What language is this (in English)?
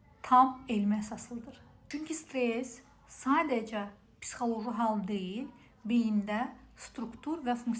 Azerbaijani